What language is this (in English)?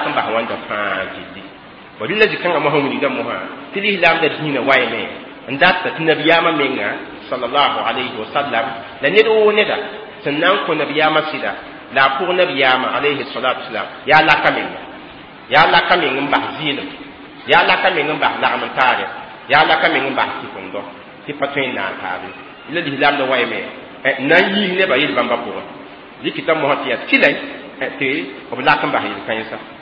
Mossi